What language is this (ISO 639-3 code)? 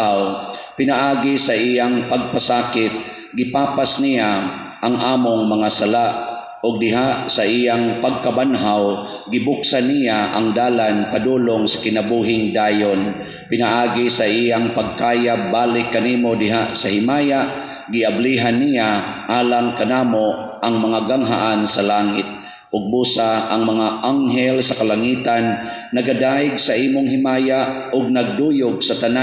ceb